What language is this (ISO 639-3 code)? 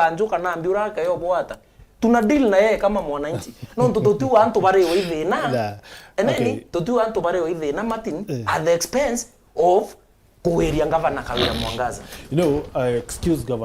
mer